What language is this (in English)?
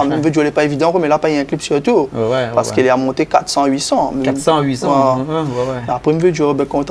Réunion Creole French